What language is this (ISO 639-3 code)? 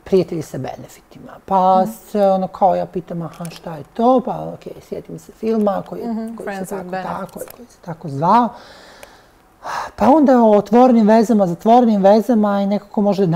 bos